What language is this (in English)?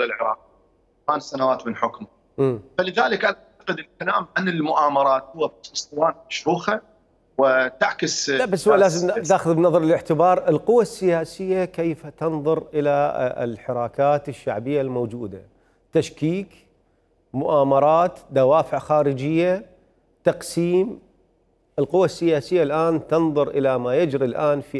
Mesopotamian Arabic